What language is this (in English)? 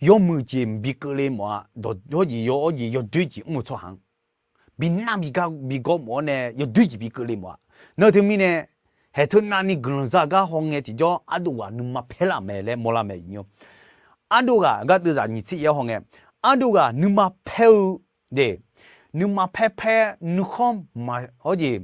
Akha